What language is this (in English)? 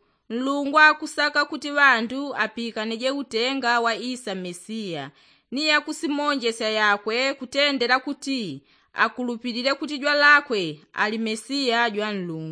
Yao